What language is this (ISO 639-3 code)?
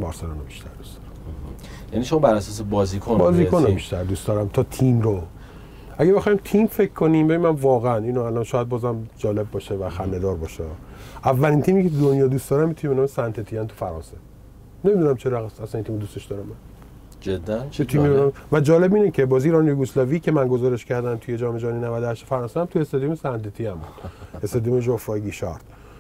fas